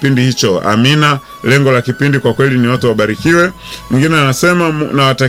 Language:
Swahili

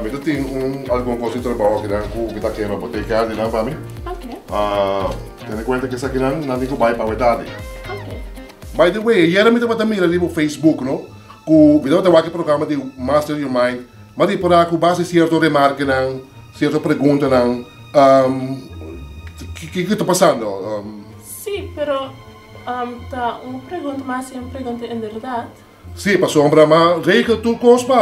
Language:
Papiamento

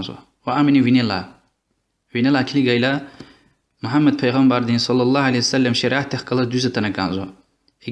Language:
Lezghian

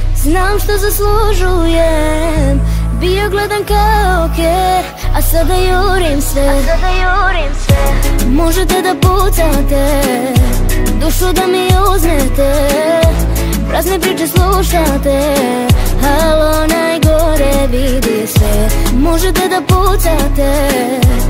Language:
Serbian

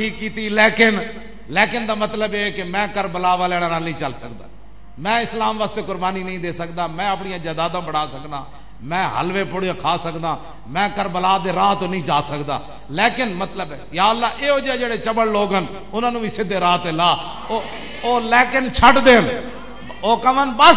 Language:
Western Panjabi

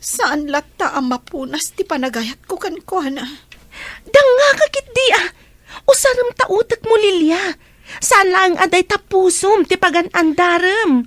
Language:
Iloko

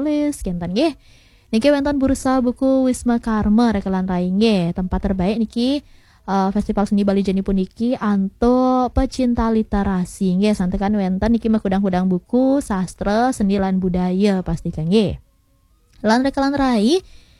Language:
Balinese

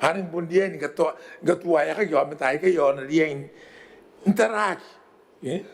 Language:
Gilbertese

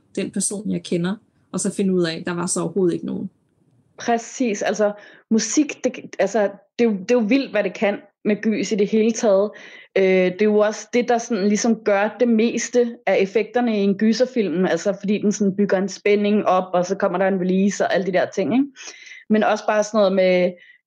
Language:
Danish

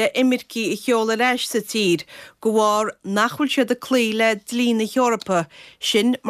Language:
Irish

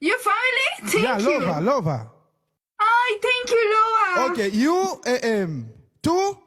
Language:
Haitian Creole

